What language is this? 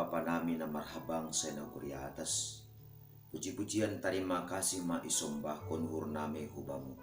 Batak Simalungun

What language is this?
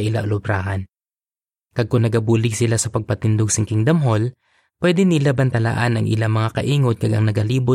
Hiligaynon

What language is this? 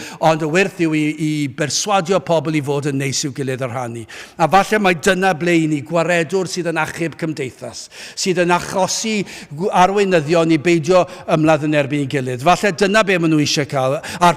Welsh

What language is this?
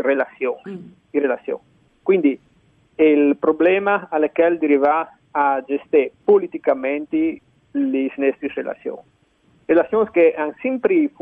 Friulian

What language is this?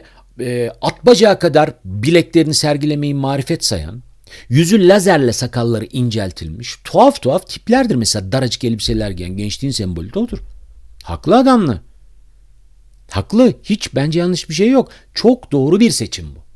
Turkish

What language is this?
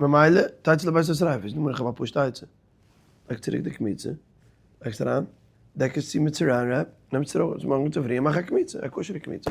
Yiddish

